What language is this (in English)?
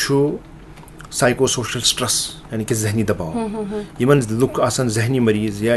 Kashmiri